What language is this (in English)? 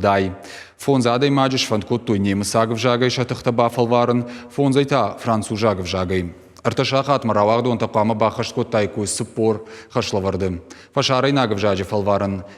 Ossetic